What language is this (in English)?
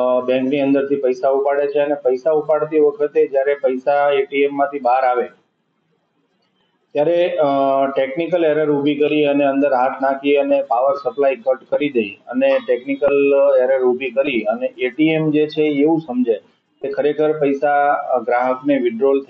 Gujarati